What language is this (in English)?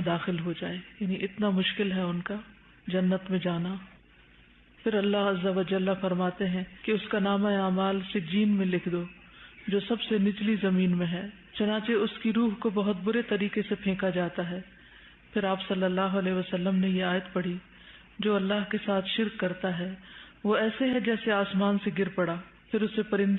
Urdu